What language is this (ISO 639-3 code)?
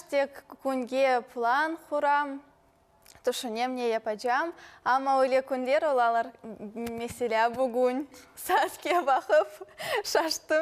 crh